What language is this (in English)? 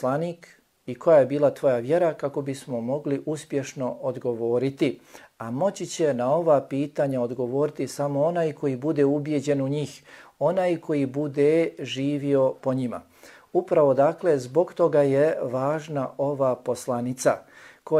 Bosnian